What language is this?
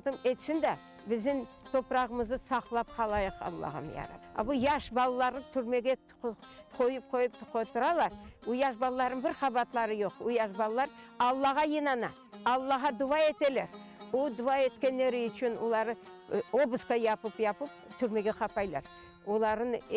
Crimean Tatar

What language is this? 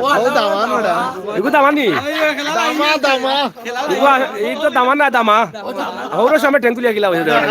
Sylheti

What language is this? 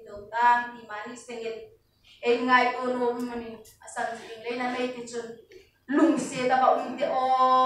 Hmar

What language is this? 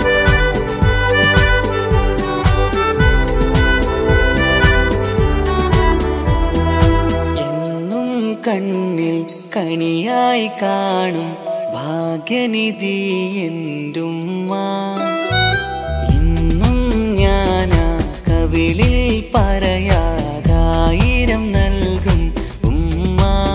Malayalam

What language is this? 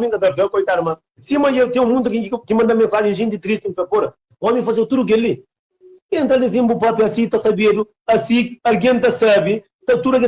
Kabuverdianu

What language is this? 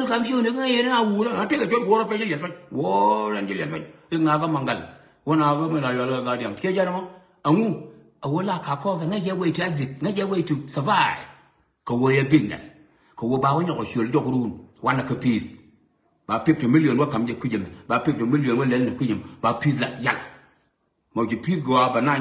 Nuer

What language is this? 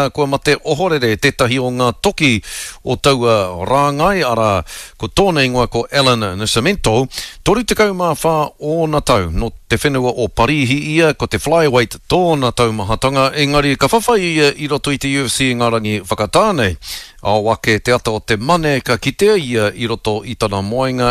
Māori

